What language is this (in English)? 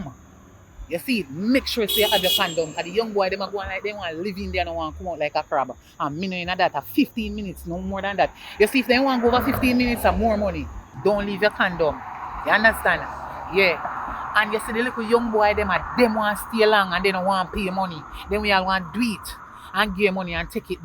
Jamaican Creole English